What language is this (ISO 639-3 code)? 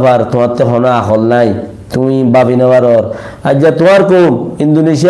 rhg